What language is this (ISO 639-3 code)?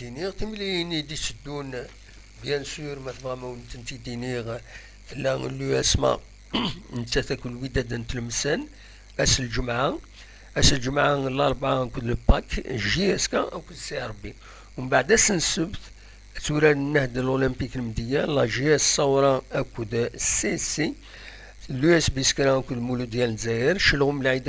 kab